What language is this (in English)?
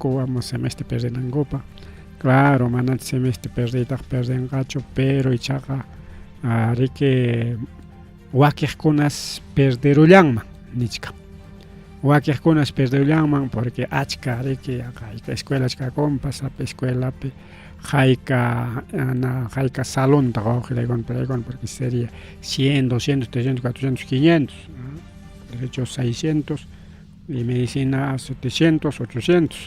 Ayacucho Quechua